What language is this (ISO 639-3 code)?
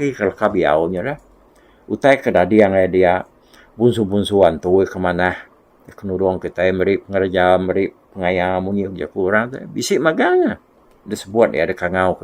iba